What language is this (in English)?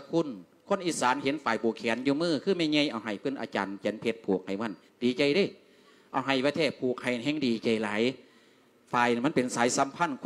Lao